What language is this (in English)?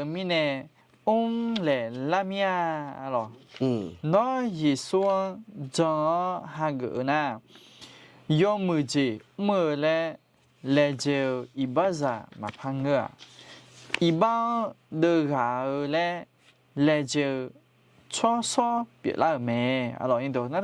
Akha